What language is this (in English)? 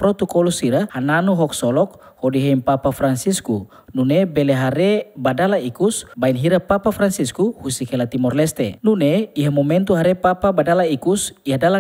Tetum